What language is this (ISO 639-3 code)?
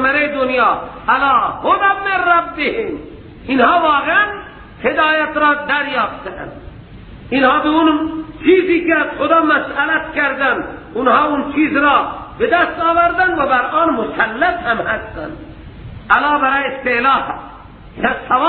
fas